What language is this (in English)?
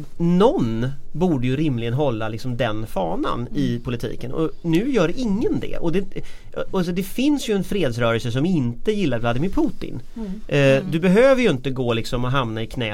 Swedish